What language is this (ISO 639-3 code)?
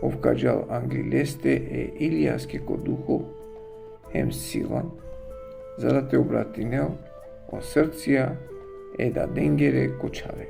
rmn